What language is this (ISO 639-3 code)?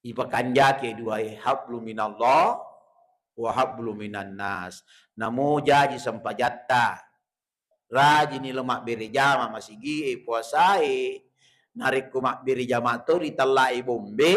bug